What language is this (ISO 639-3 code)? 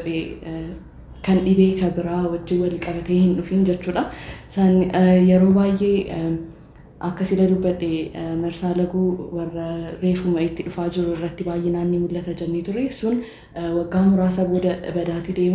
orm